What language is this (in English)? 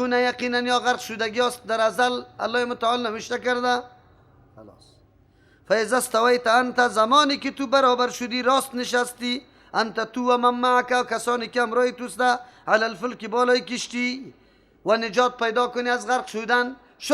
Persian